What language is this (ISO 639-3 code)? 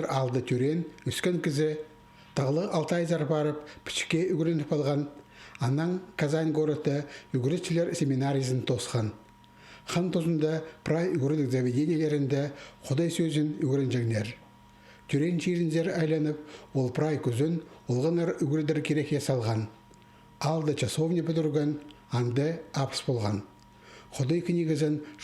kjh